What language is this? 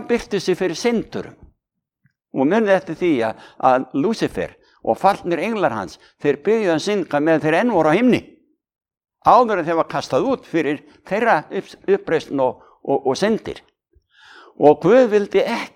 Icelandic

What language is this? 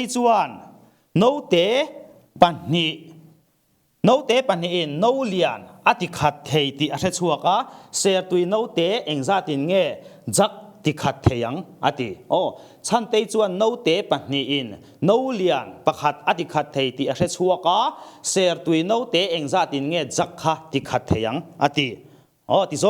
Mizo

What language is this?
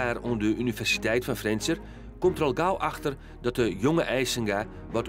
Western Frisian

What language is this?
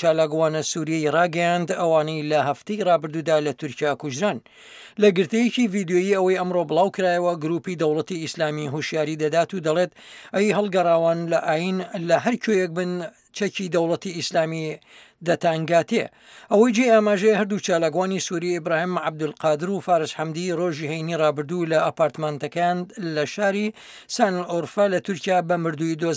Central Kurdish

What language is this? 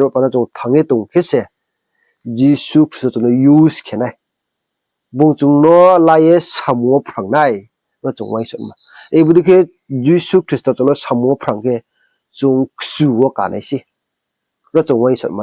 Riang (India)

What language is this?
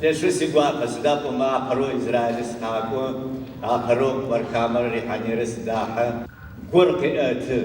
Adyghe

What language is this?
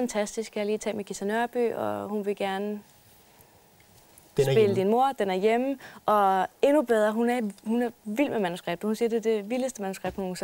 Danish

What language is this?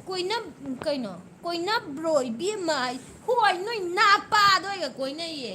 Manipuri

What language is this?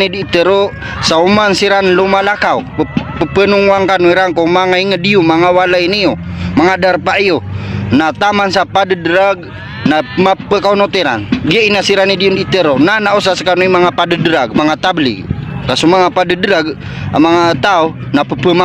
Maranao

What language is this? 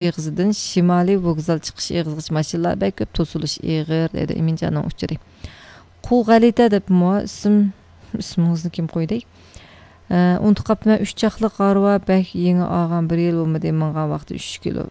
Uyghur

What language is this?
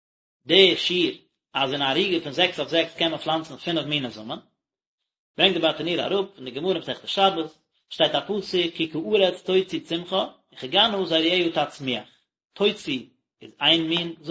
Yiddish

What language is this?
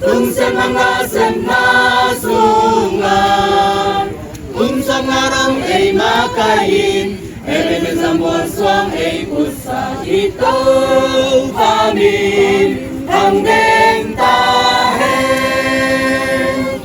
Tedim Chin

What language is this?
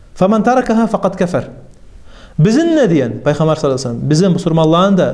Kumyk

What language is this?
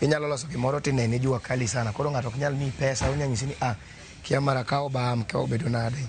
Luo (Kenya and Tanzania)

